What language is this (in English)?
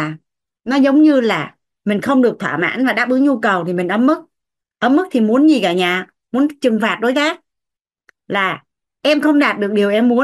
Vietnamese